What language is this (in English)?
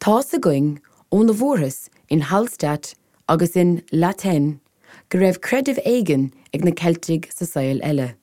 Irish